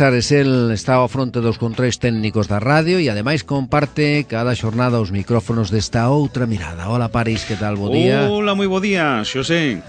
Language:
Galician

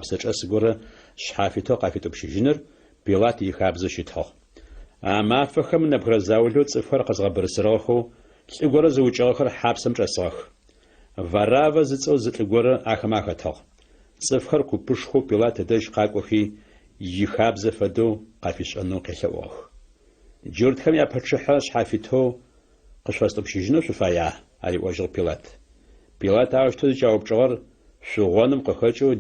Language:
Adyghe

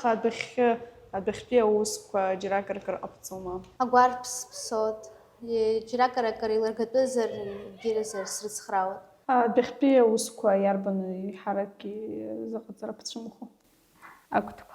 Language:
Abkhazian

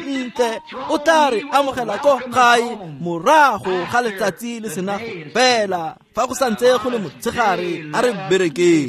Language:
Tswana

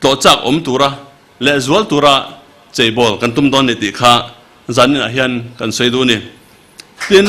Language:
Mizo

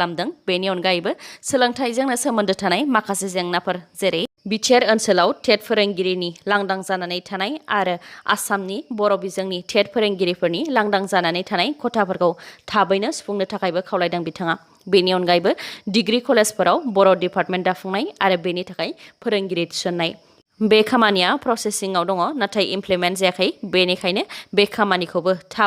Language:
Bodo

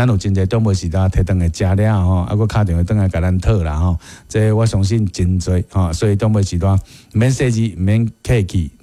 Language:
Min Nan Chinese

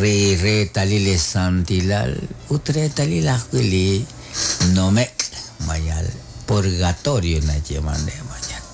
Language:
Kekchí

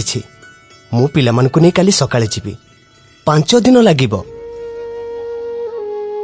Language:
Odia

